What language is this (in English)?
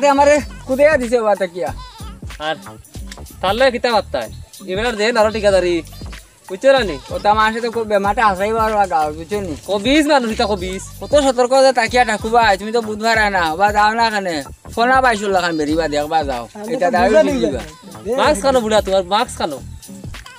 Sylheti